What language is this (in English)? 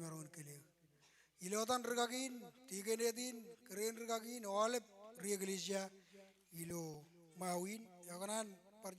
Marshallese